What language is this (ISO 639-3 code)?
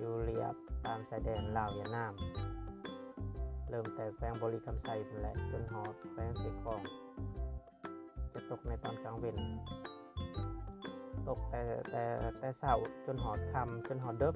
lao